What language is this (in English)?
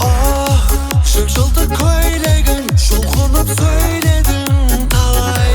Kara-Kalpak